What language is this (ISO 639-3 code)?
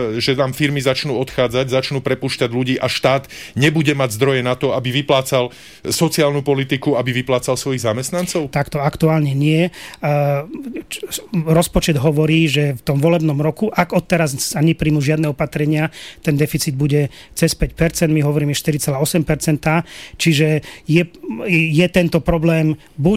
slk